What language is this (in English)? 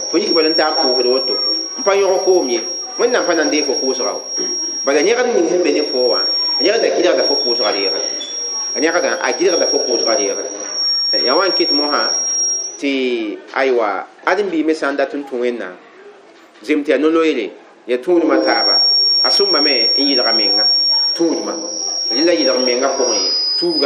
Mossi